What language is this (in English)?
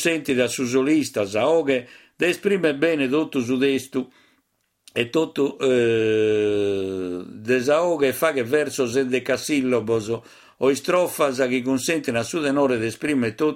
Sardinian